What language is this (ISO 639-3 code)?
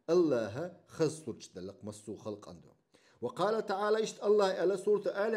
che